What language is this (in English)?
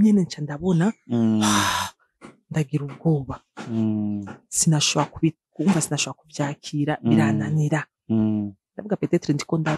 Rundi